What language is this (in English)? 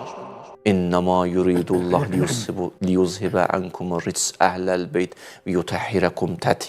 Azerbaijani